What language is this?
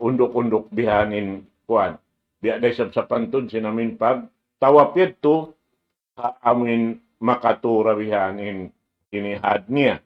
Tausug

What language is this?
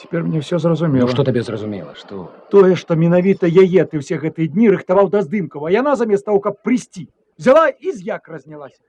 Belarusian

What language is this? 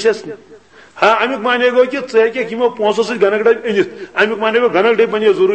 Kashmiri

